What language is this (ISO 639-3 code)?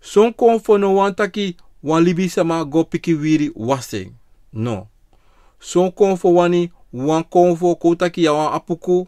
srn